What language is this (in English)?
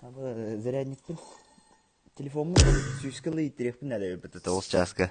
Yakut